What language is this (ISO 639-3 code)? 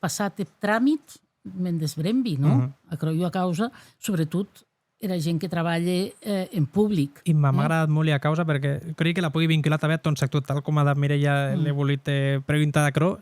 oci